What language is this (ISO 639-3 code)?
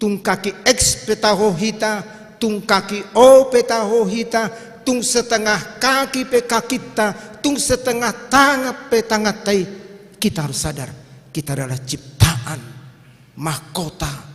bbc